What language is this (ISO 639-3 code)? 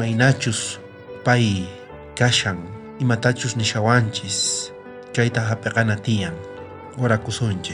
quh